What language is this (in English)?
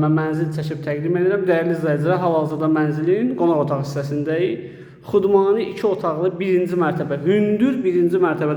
Azerbaijani